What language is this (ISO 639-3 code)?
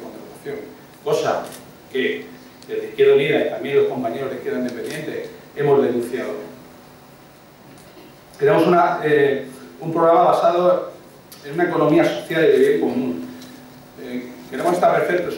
spa